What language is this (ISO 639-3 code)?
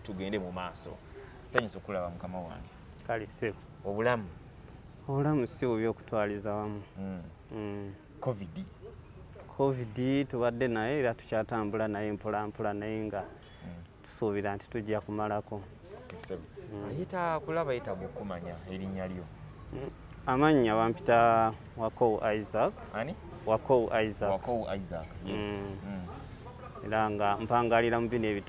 lug